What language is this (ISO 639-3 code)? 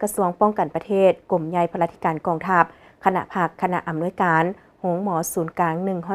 lao